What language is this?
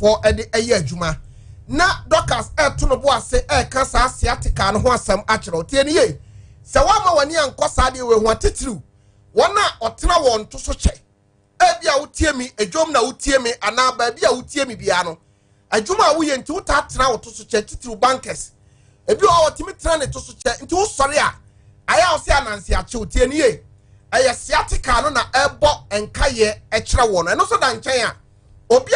Akan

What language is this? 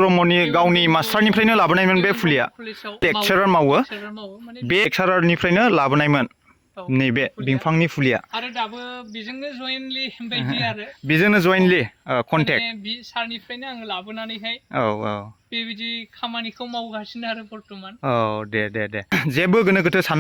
Bodo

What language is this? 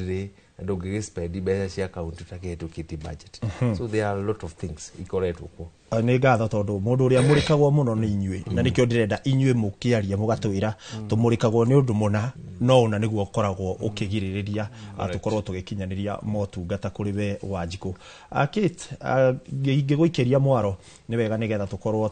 Kikuyu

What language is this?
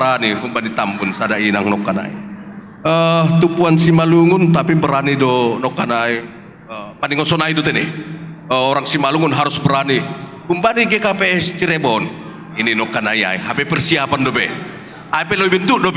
Batak Simalungun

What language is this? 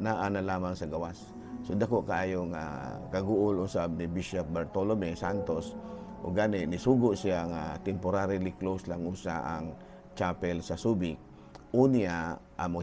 Cebuano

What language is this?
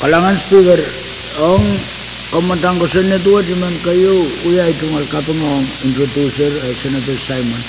Pohnpeian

